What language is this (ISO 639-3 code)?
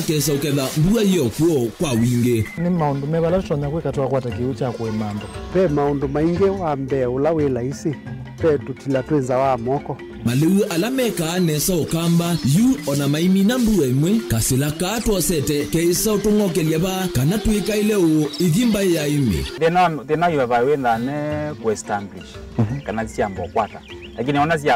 kam